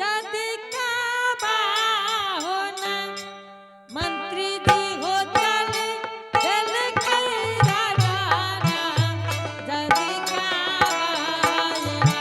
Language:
Angika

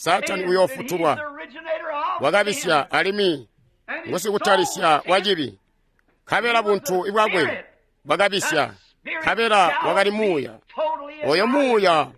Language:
Tonga (Zambia)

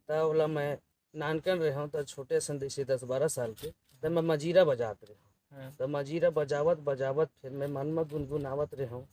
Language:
Chhattisgarhi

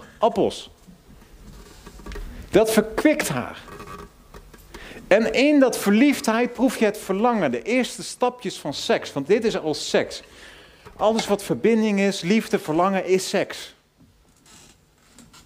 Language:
Dutch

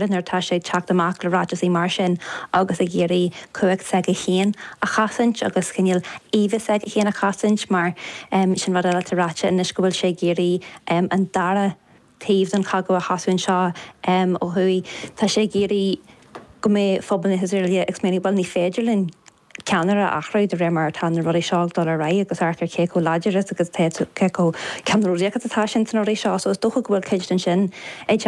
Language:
Irish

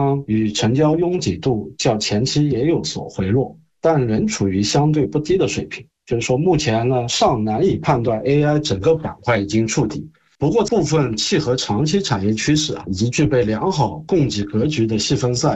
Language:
Chinese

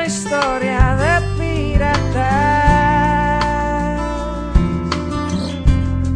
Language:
Basque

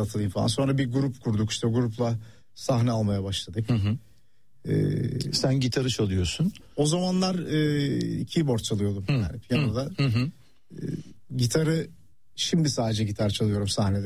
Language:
Turkish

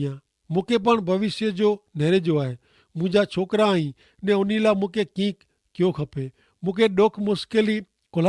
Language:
Kachhi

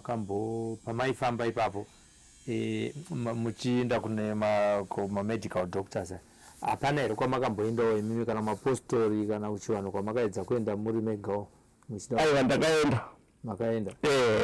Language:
Shona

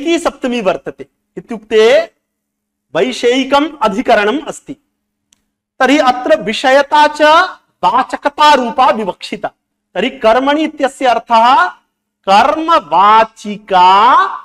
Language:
Sanskrit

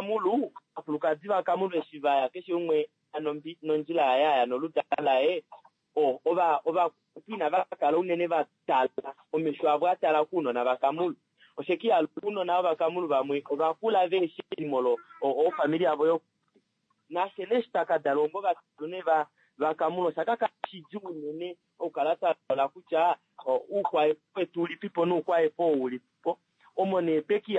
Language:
Kuanyama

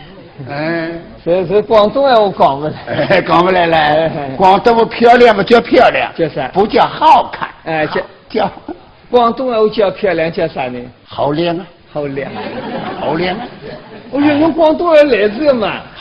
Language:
Wu Chinese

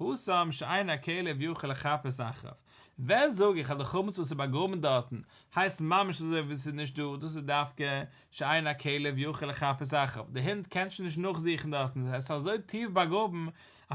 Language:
Yiddish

